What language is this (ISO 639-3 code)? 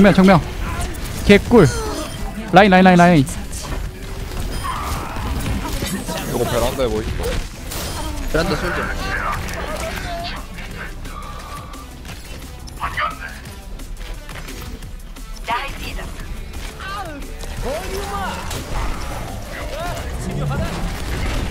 kor